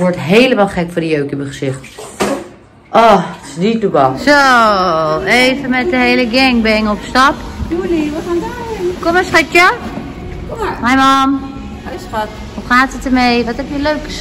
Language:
Dutch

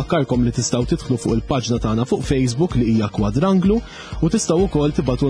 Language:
Maltese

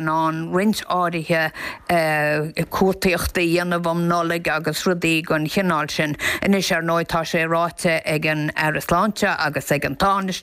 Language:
Irish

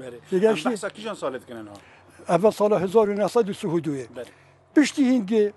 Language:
Kurdish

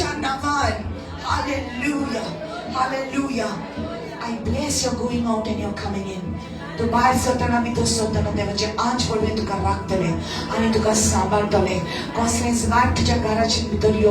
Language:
Konkani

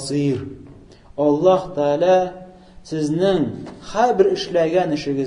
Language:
Tatar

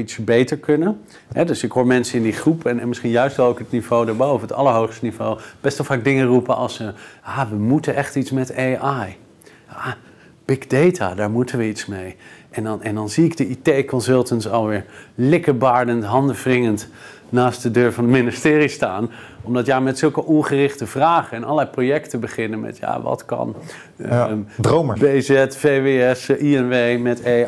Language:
Dutch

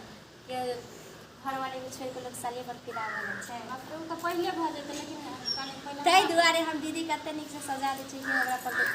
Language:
Maithili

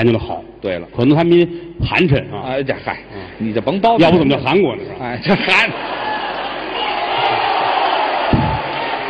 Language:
Chinese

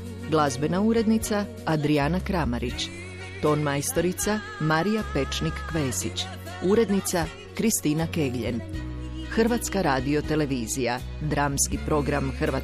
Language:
Croatian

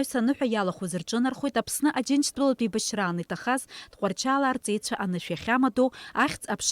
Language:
Abkhazian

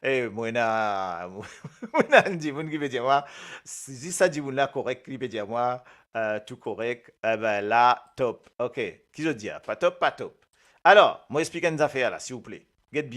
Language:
Morisyen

